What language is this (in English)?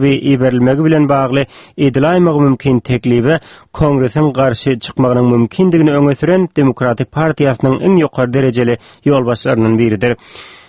Turkmen